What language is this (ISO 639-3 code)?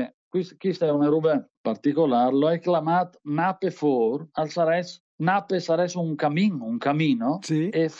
fur